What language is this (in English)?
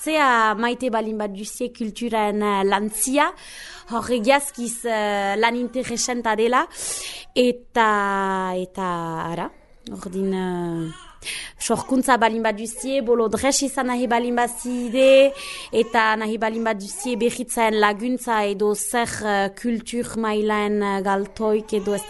Basque